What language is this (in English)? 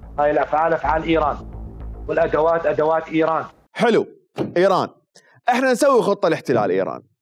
Mesopotamian Arabic